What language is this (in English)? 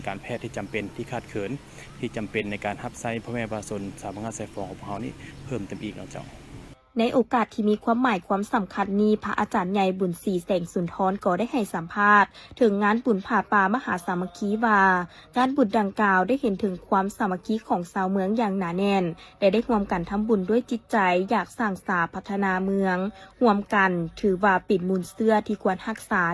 Lao